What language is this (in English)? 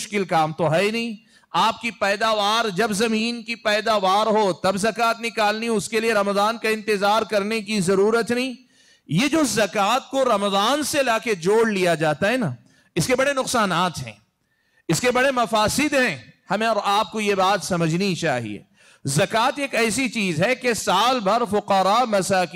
Urdu